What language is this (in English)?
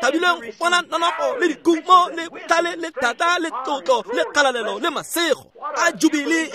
Tswana